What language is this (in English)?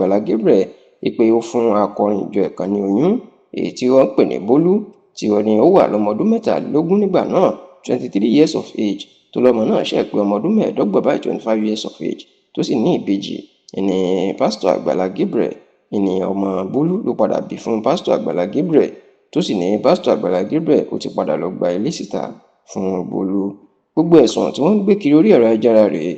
Yoruba